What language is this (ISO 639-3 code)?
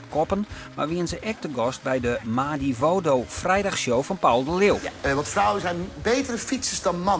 fry